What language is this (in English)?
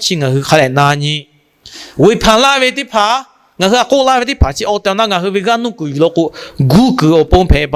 Lahu